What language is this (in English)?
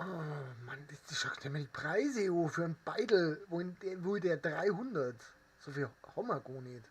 Bavarian